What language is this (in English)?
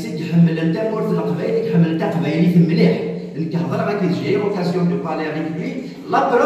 Kabyle